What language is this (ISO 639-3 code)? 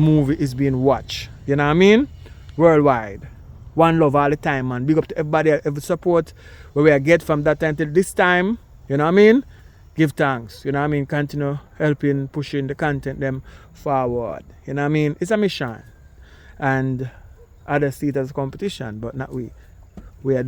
jam